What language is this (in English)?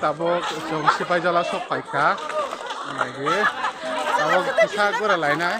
Kok Borok